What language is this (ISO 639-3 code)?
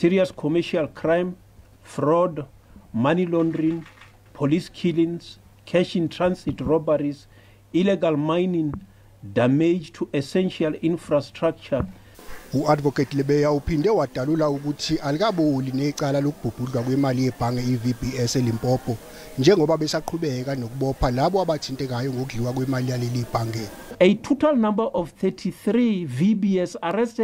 zul